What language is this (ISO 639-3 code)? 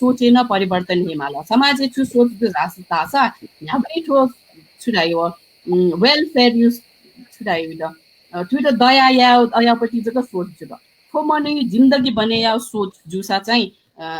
new